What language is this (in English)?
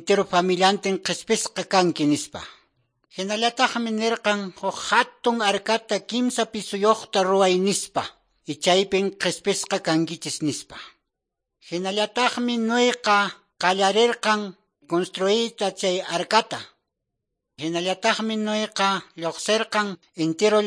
Quechua